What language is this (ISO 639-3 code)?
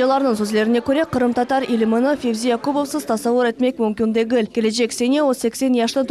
crh